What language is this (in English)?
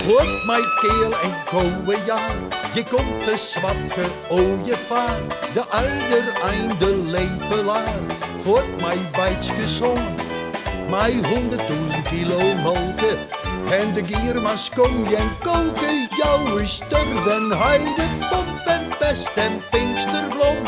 Western Frisian